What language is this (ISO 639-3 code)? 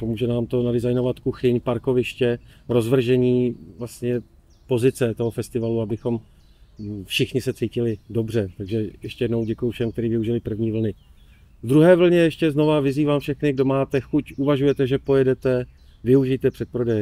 ces